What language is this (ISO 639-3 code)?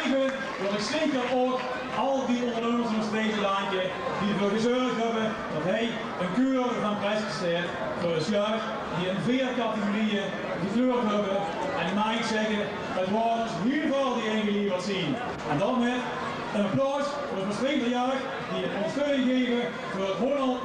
lim